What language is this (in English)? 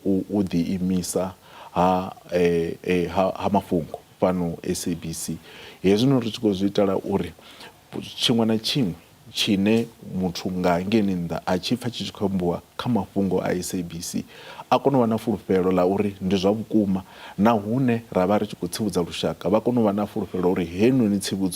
Venda